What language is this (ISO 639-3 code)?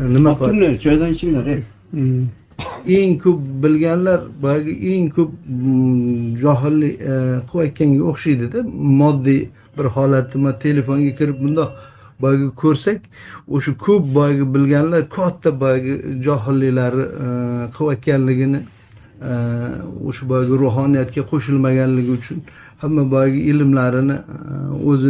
uzb